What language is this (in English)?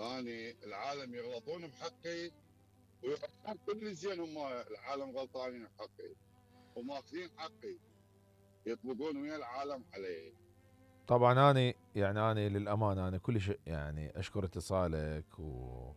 Mesopotamian Arabic